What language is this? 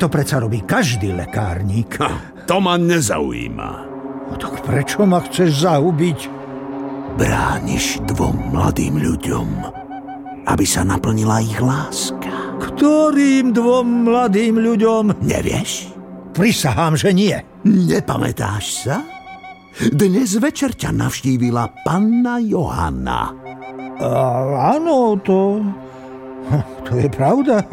Slovak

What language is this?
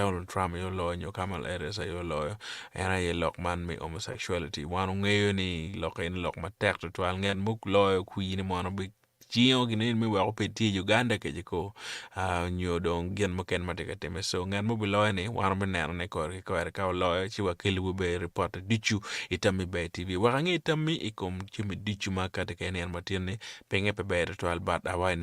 Acoli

